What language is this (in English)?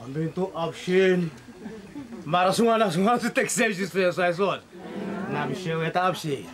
Tsonga